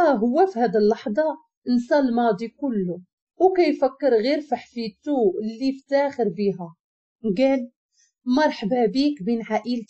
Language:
Moroccan Arabic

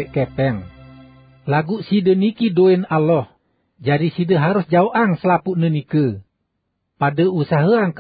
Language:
Sasak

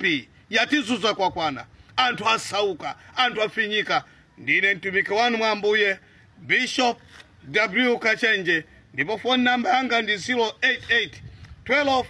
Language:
Nyanja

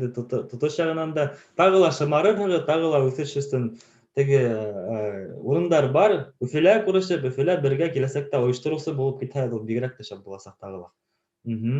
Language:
Bashkir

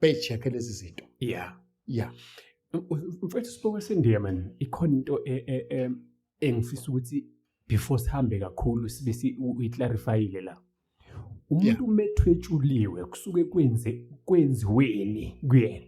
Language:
Zulu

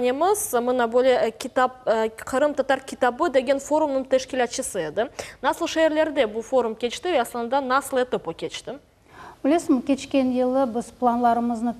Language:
Crimean Tatar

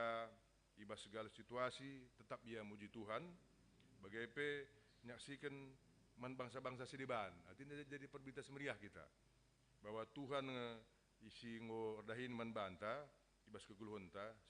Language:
Batak Karo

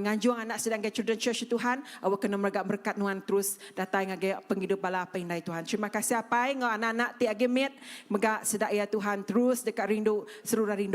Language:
Iban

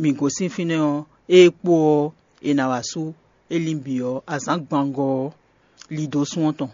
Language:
Fon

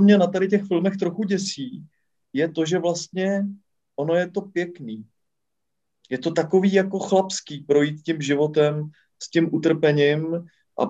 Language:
Czech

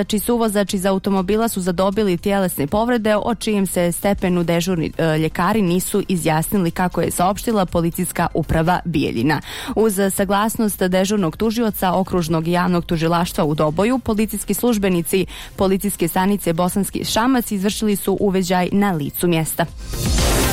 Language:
Bosnian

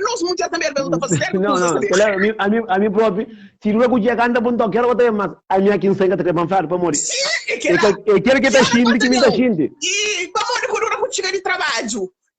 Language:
Kabuverdianu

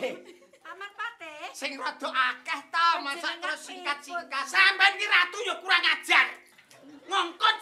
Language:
Javanese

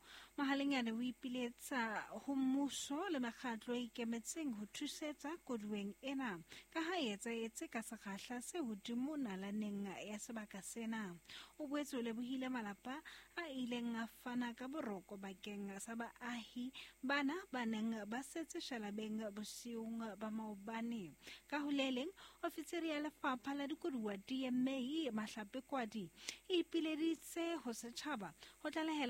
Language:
Southern Sotho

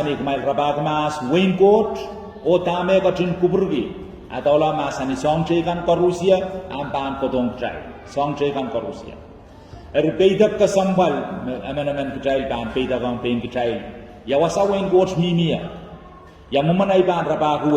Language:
Pohnpeian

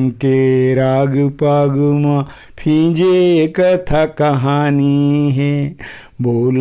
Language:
Chhattisgarhi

